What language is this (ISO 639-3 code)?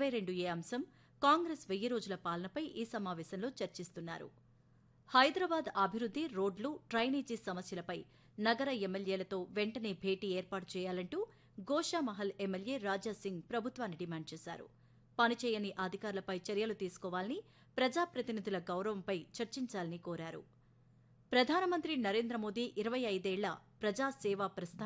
tel